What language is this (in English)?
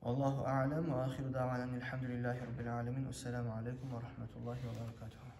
Kumyk